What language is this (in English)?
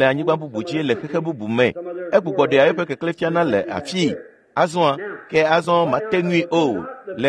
Ewe